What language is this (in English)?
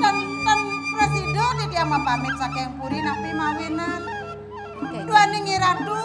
Balinese